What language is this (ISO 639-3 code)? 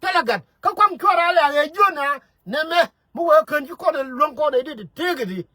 nus